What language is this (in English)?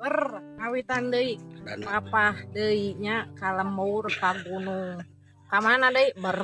Sundanese